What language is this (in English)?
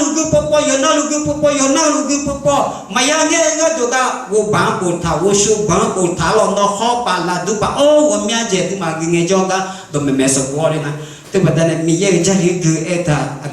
Akha